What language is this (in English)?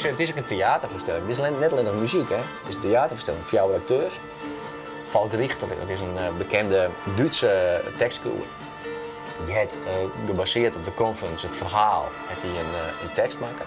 Western Frisian